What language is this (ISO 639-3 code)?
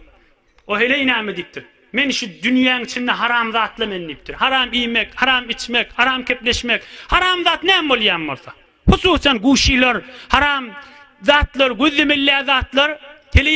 tuk